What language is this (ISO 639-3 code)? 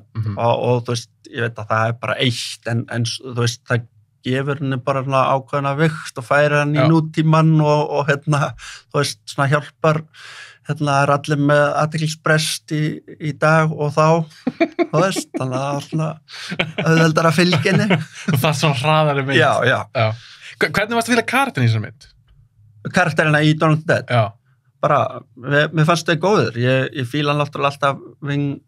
isl